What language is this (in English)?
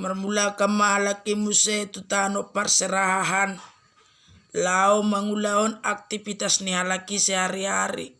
Batak Toba